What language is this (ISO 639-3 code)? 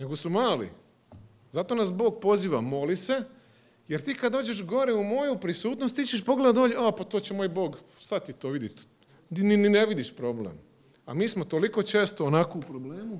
hrv